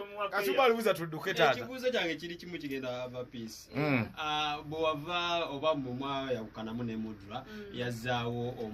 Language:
Ganda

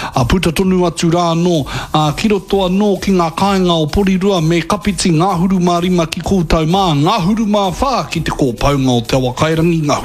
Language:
Māori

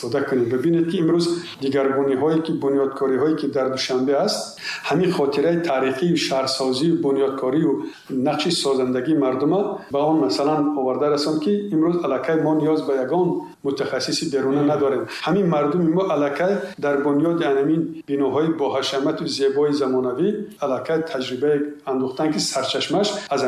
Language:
Tajik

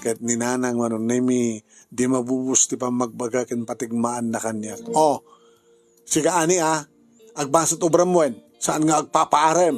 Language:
Iloko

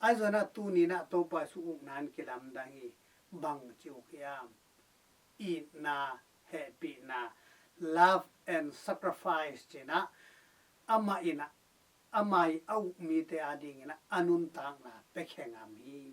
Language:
Tedim Chin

